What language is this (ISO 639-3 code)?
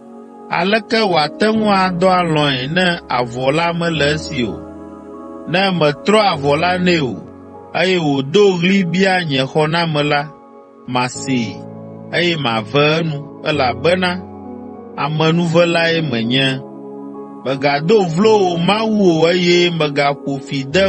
ewe